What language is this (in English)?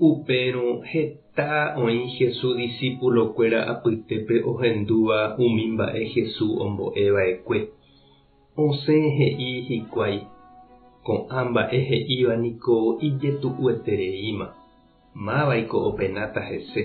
Guarani